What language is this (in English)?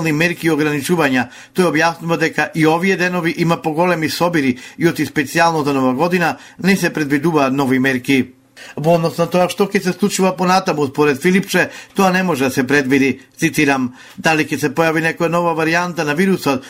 Macedonian